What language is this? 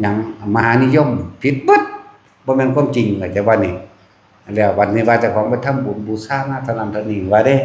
Northeastern Thai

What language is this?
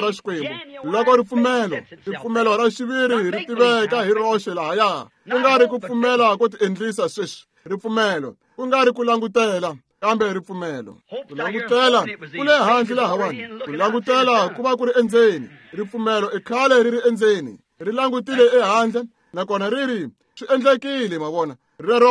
Tsonga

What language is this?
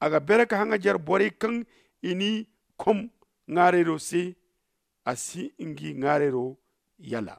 Zarma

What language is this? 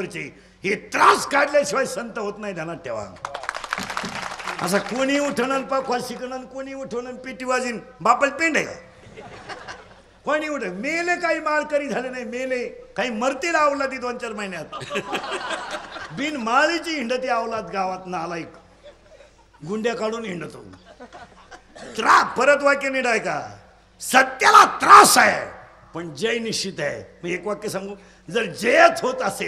Marathi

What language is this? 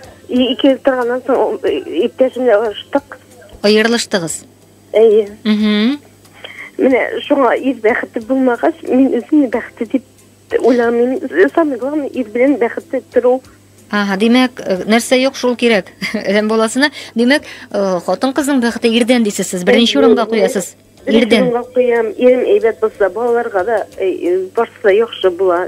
Tatar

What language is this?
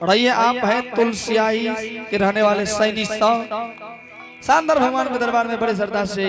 Angika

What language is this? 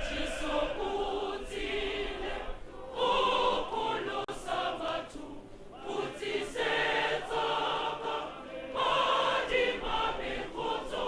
Tswana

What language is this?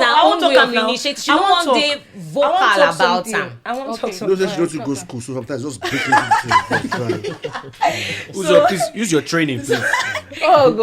Nigerian Pidgin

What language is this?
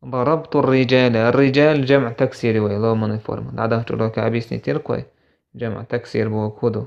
Chechen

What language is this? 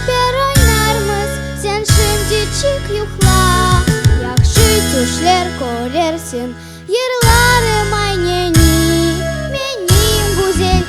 Crimean Tatar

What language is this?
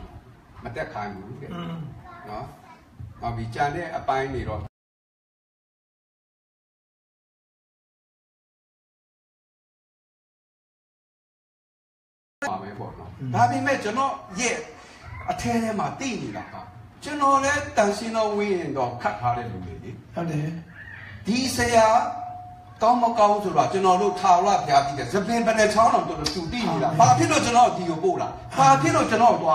Burmese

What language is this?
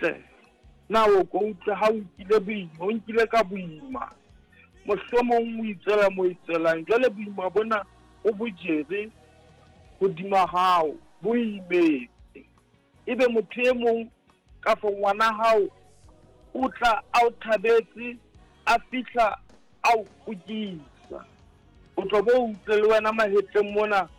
Southern Sotho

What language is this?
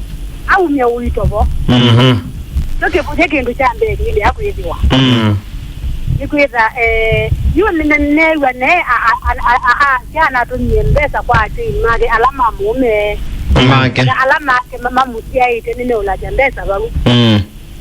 Kamba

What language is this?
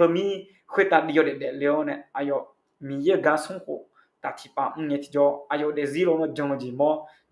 Akha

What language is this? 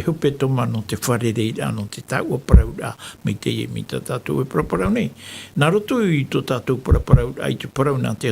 Tahitian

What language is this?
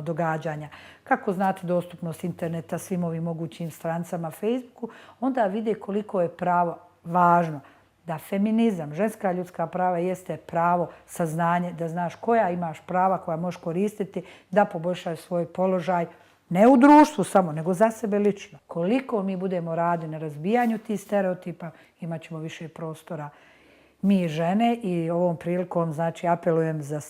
Bosnian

